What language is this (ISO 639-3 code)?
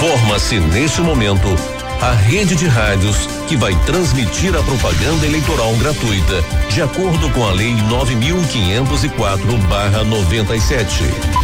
por